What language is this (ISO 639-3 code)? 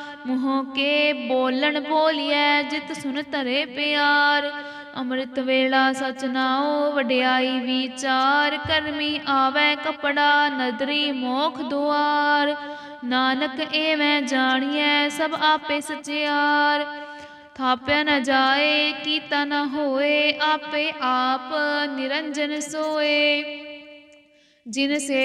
pan